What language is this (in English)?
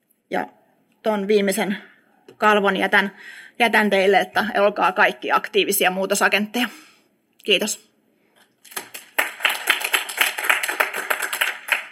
Finnish